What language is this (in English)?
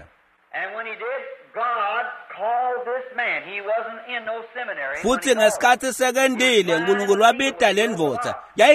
Swati